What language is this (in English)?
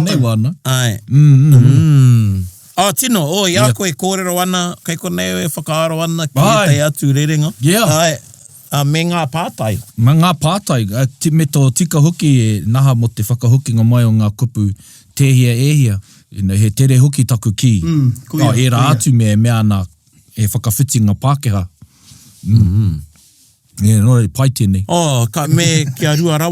Māori